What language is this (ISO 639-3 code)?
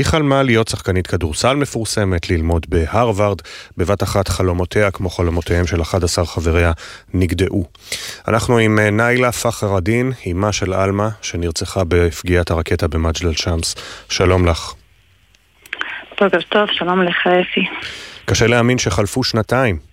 heb